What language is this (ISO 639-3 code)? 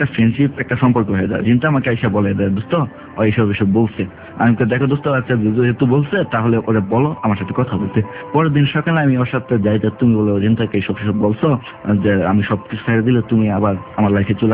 ben